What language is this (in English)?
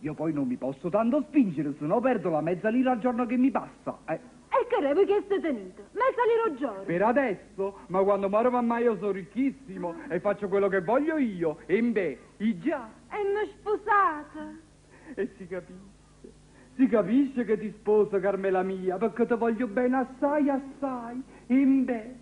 Neapolitan